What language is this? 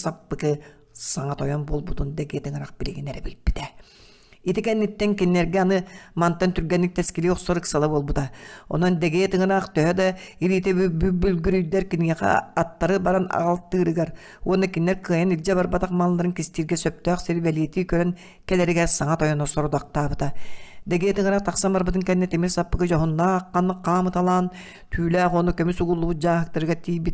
Yakut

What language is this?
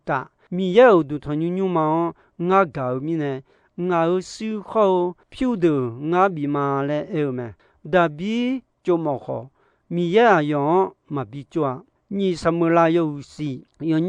Akha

